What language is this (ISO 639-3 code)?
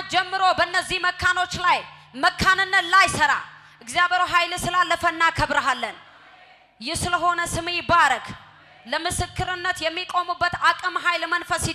amh